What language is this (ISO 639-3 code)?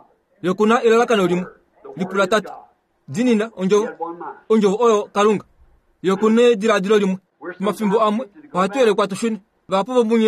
kua